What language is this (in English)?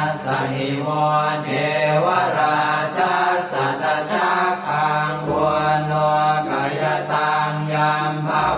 Pali